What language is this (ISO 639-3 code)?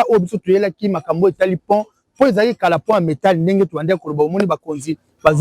lin